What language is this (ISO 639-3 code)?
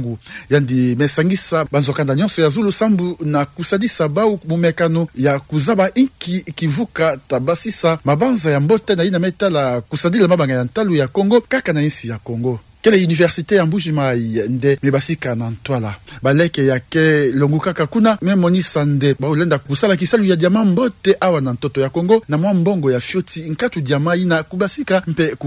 ktu